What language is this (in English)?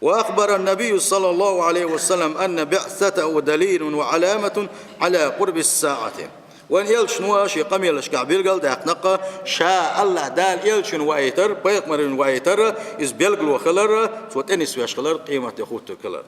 Chechen